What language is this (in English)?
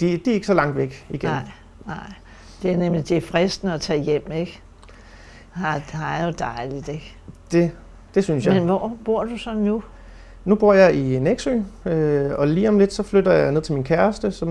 Danish